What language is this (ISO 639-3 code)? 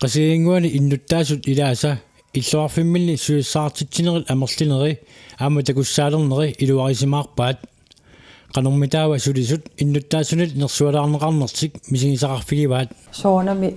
kal